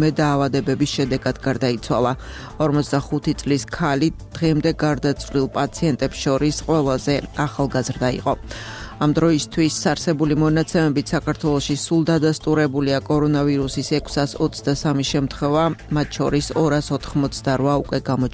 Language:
Georgian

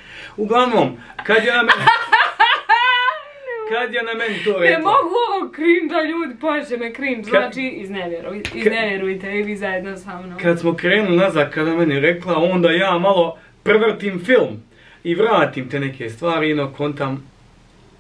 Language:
Bosnian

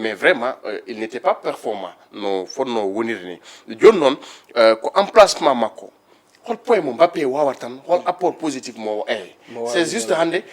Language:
Fula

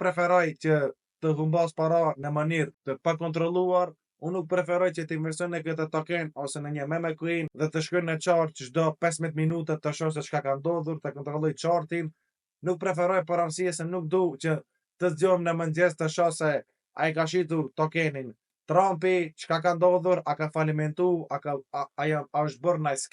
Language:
Albanian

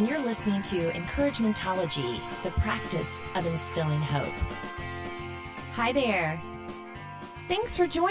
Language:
English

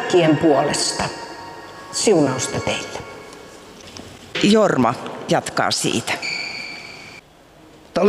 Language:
Finnish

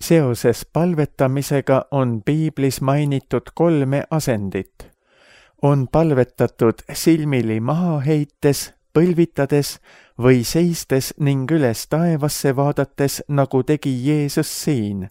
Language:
Estonian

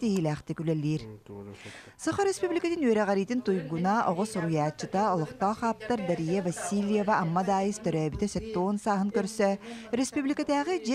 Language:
Yakut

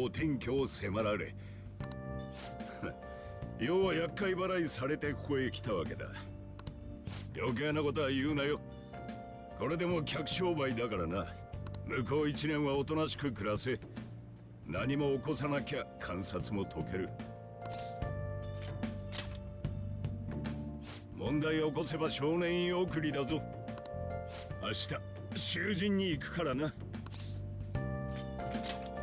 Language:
Japanese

